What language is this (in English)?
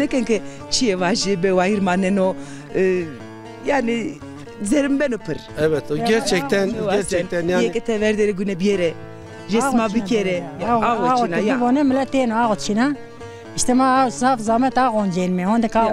Zaza